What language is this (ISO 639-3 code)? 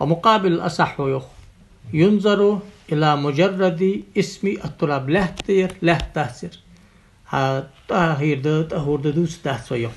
inh